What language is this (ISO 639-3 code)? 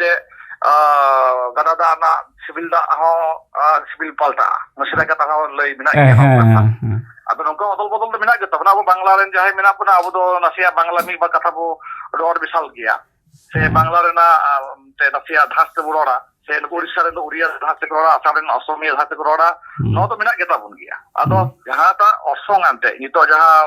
sat